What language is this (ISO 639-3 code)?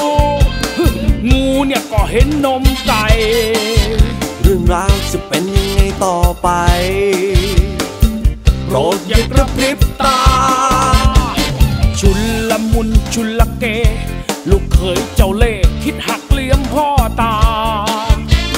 tha